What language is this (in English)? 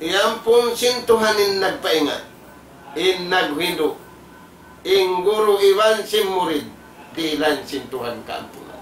Tausug